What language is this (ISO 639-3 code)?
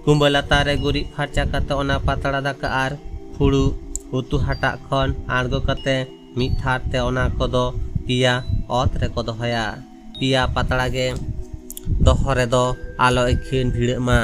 sat